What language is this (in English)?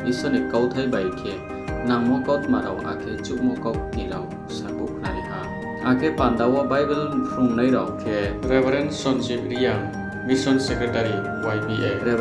Riang (India)